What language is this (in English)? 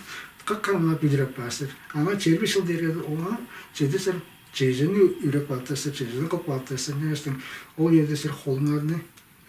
Tuvinian